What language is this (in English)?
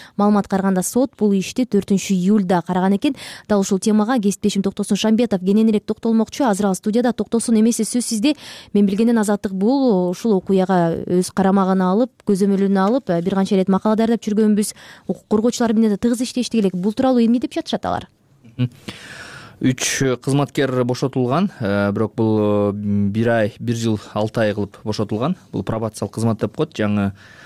Kyrgyz